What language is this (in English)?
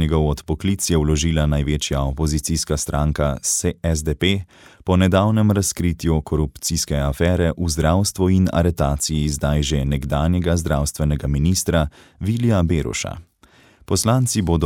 Slovenian